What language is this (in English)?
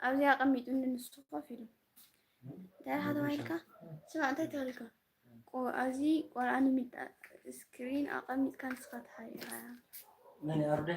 Tigrinya